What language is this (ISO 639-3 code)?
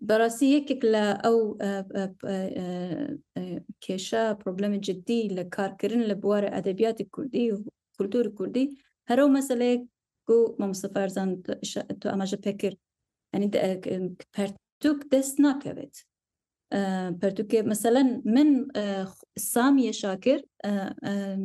kur